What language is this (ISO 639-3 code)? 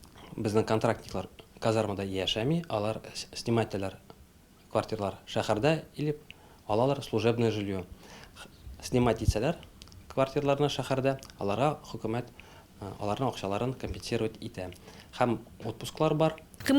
tat